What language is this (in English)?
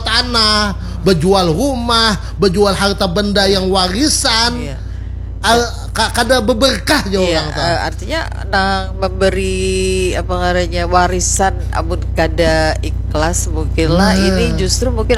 Banjar